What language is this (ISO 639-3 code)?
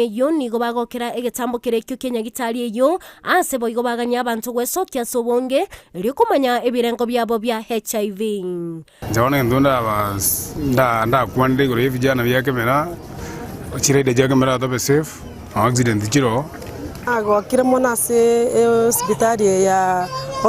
guz